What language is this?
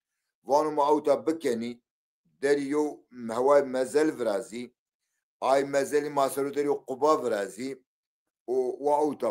Zaza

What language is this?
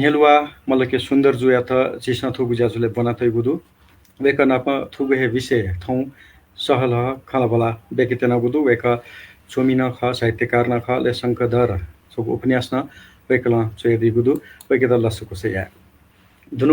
Newari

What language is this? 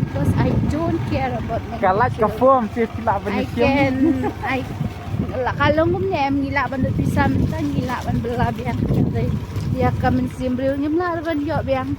Khasi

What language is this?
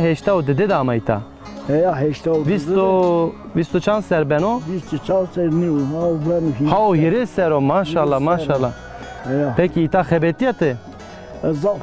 Zaza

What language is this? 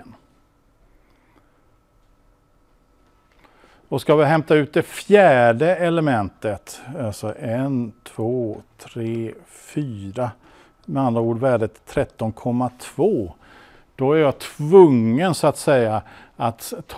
Swedish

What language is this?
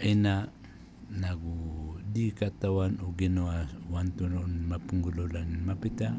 Maranao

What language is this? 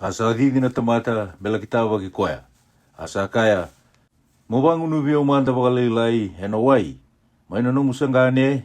Fijian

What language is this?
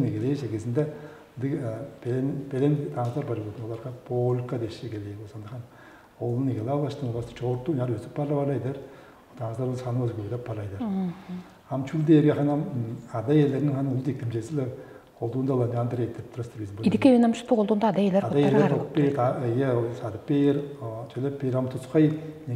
Tuvinian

